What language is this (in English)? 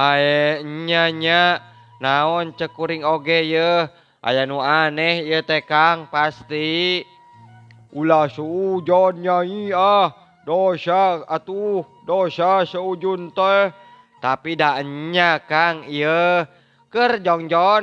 Sundanese